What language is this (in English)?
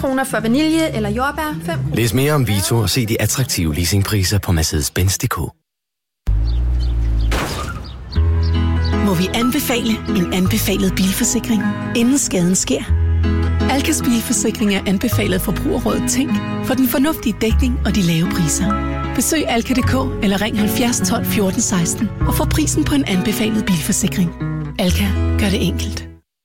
Danish